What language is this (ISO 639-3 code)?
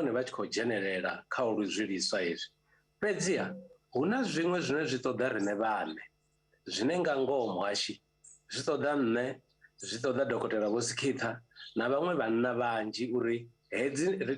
ven